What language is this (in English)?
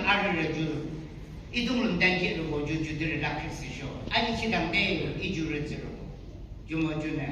Yimchungru Naga